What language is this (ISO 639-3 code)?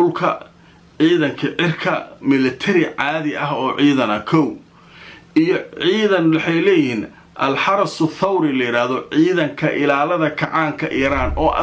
som